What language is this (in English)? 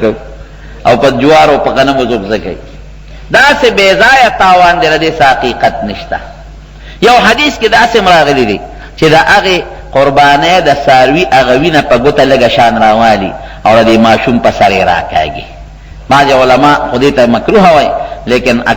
Pashto